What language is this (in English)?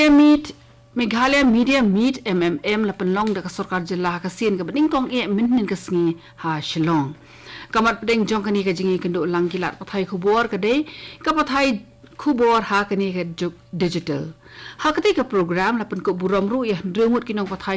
Khasi